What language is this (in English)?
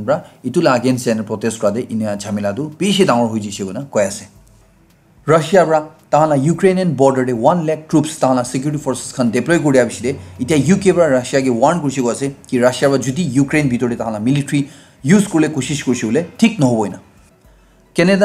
Naga Pidgin